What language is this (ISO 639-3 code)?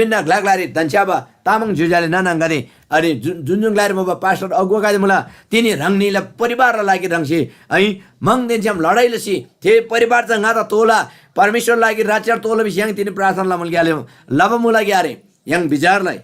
taj